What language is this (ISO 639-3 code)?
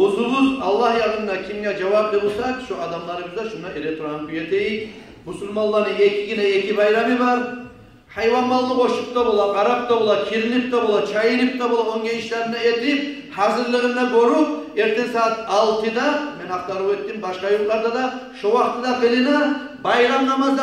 kum